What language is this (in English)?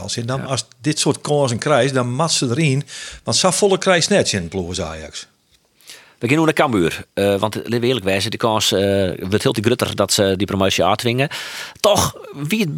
Western Frisian